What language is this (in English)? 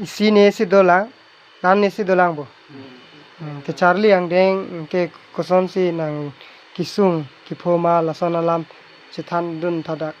Karbi